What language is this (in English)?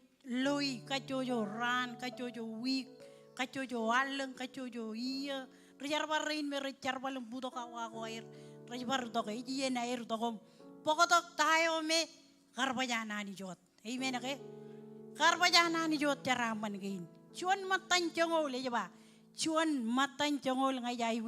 Marshallese